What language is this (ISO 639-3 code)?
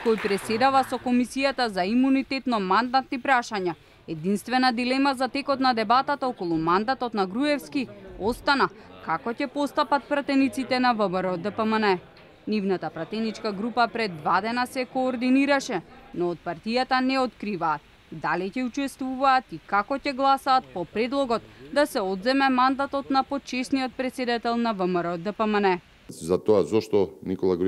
mkd